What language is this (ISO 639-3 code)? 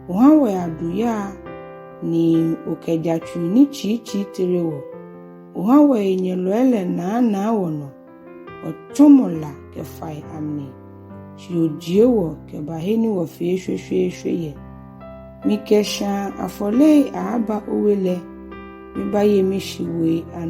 gaa